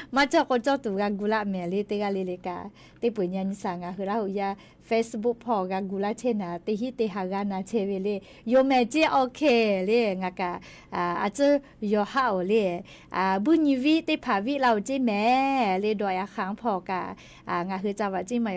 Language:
Lahu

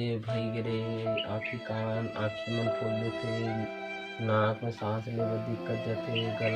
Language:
Chhattisgarhi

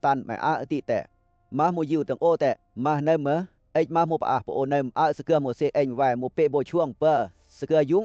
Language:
Western Lawa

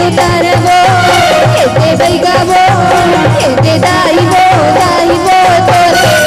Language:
Chhattisgarhi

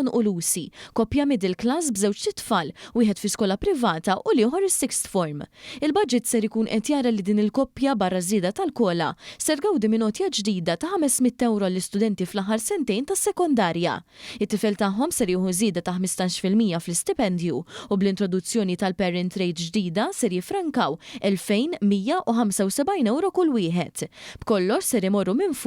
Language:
Maltese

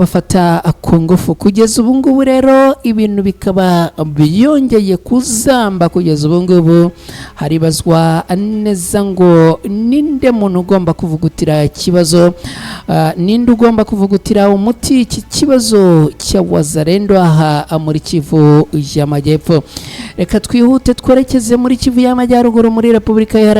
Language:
Kinyarwanda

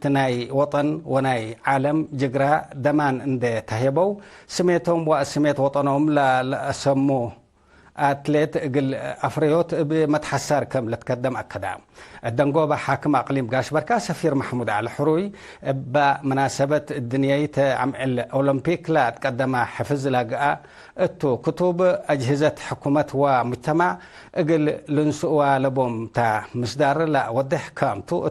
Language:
Tigre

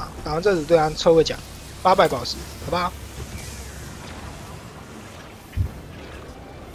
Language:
Chinese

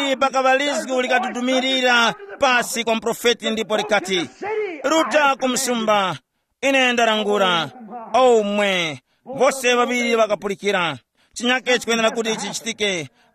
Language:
Tumbuka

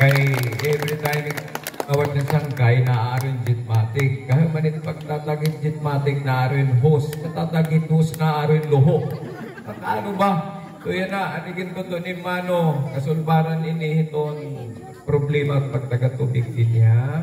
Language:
Waray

